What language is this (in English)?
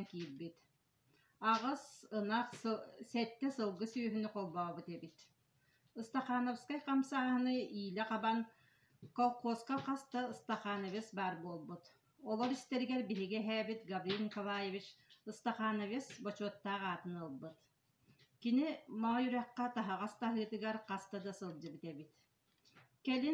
Yakut